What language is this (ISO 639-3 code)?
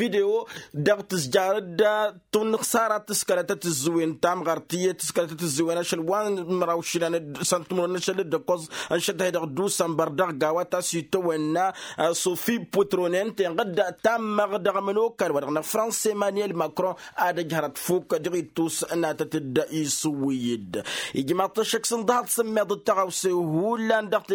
taq